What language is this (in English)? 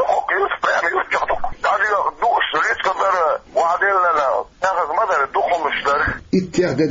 Chechen